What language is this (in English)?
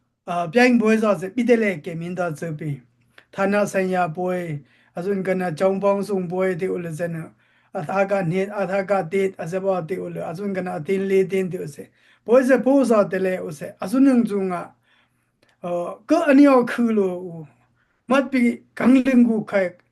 Dimasa